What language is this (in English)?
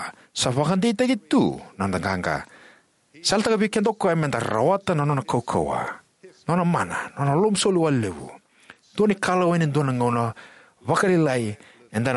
Fijian